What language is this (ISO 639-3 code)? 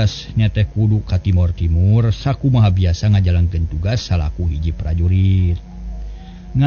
sun